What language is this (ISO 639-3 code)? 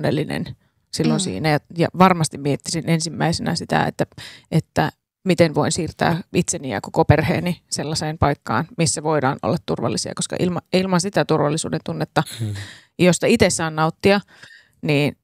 fin